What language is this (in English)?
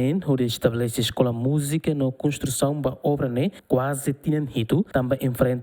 Tetum